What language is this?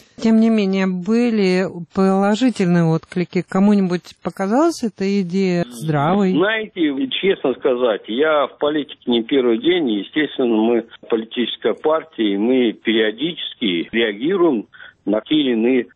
Russian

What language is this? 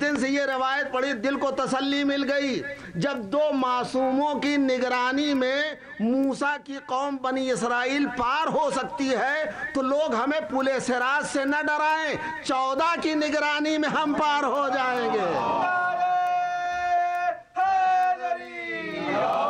Urdu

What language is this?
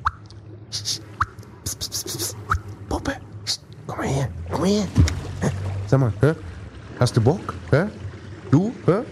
German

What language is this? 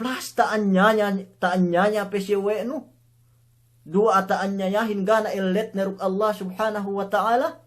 Yakan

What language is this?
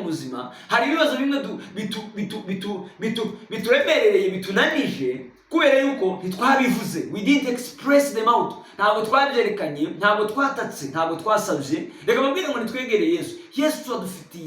Kinyarwanda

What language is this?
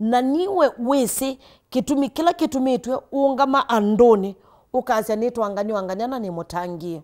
Kamba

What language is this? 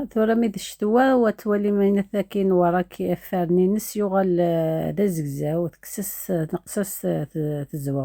Kabyle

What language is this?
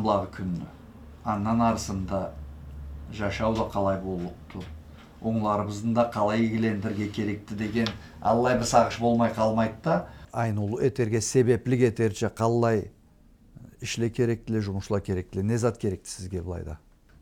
Karachay-Balkar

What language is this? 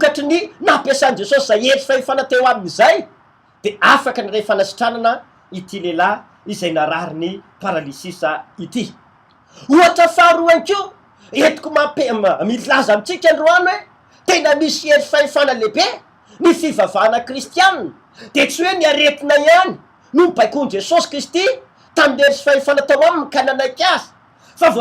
Malagasy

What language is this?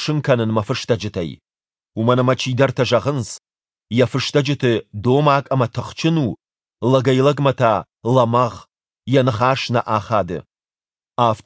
Ossetic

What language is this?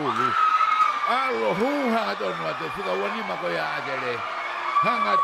Tongan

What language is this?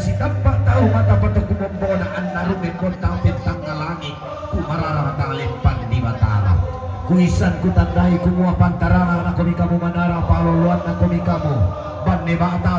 Toraja-Sa'dan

